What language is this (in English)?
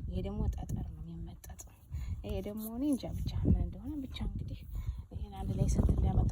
Amharic